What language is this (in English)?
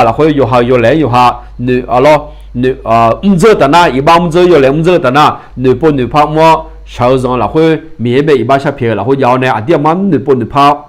Akha